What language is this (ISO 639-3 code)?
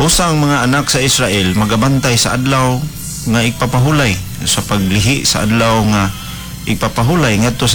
ceb